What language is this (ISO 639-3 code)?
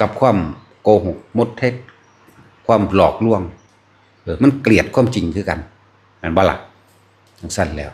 tts